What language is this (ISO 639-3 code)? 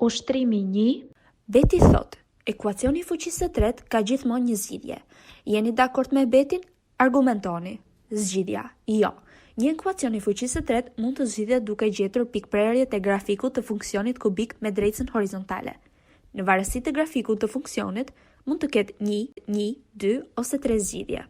sqi